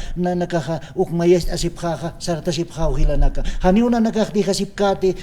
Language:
Aymara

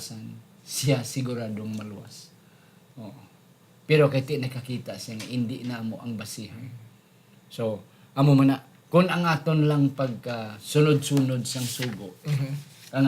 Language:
Hiligaynon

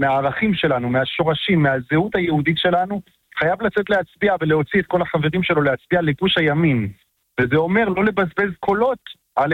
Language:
Hebrew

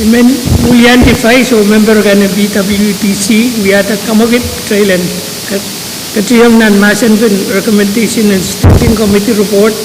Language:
Pohnpeian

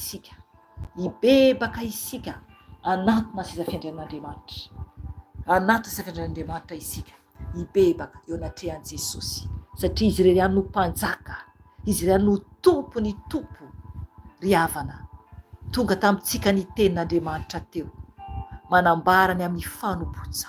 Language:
Malagasy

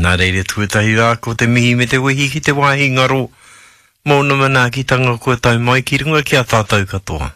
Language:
Māori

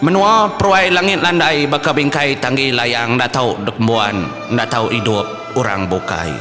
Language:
Iban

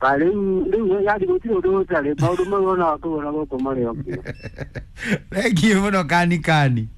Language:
Kikuyu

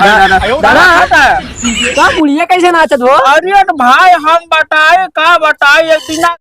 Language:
Awadhi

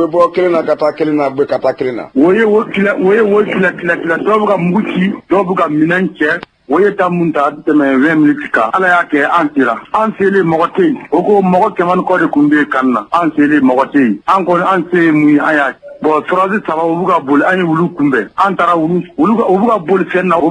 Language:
Bambara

